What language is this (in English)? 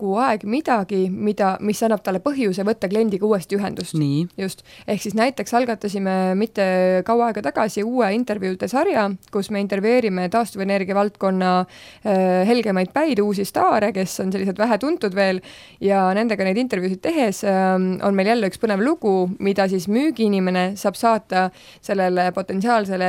Estonian